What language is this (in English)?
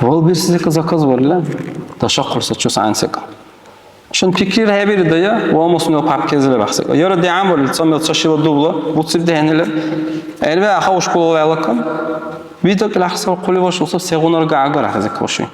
Dargwa